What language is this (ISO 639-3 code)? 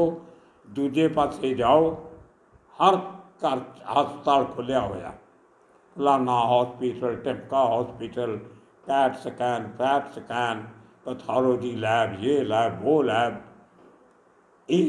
pan